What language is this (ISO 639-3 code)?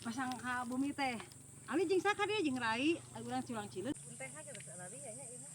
sun